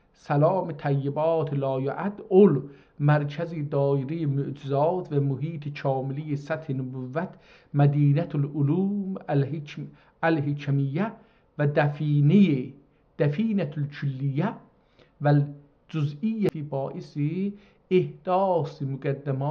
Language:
South Azerbaijani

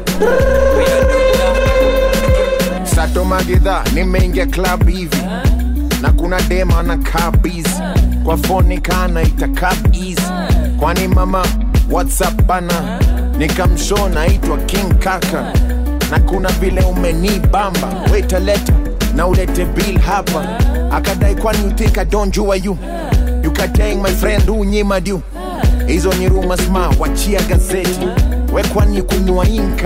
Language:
Swahili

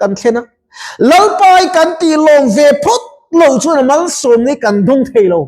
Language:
Mizo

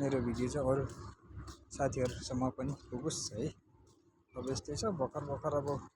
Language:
Nepali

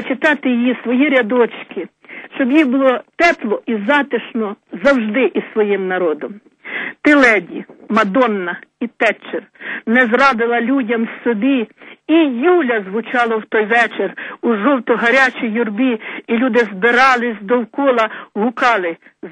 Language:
Ukrainian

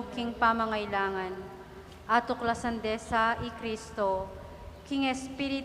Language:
Pampanga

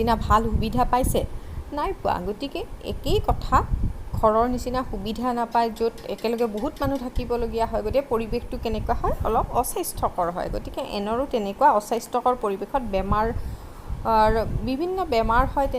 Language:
Assamese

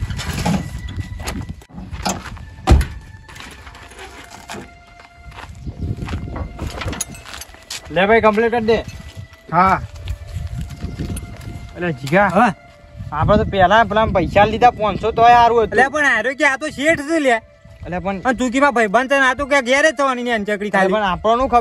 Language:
Gujarati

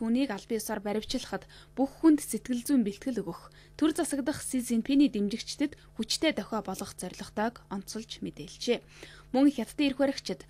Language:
Mongolian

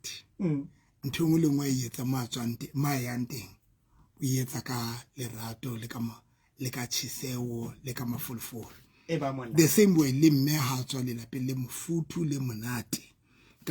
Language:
Southern Sotho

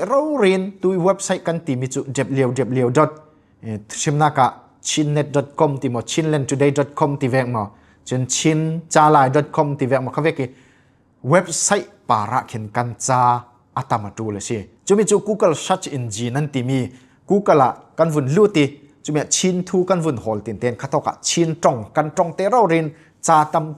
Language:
Falam Chin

